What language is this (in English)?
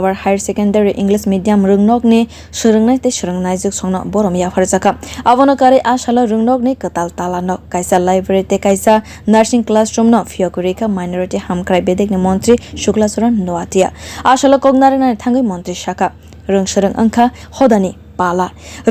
Kok Borok